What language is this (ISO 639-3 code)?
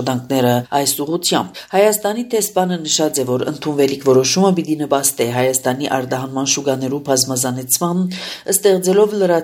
hye